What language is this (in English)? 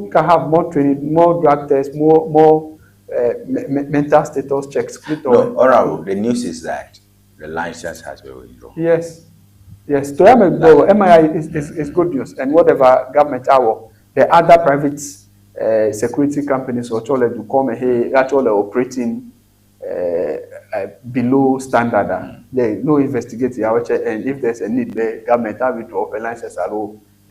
Ewe